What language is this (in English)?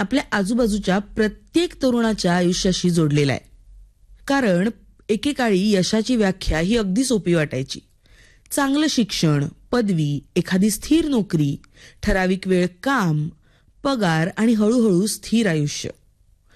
Marathi